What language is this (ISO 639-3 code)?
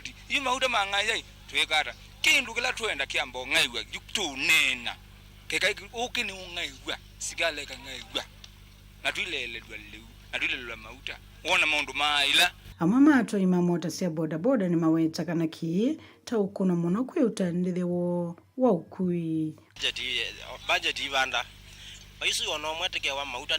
kam